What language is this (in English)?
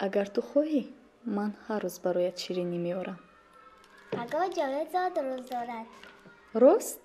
Tajik